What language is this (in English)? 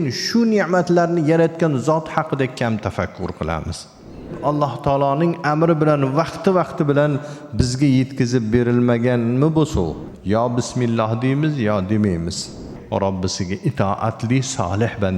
Uzbek